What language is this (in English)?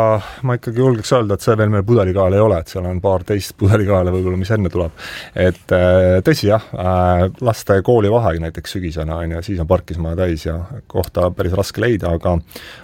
Estonian